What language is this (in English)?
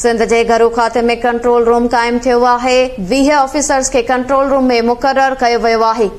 Sindhi